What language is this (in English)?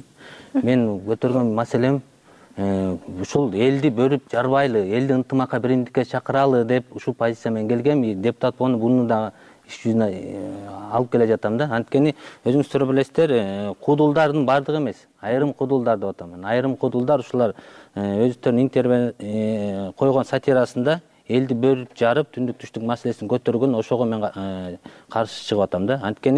Kyrgyz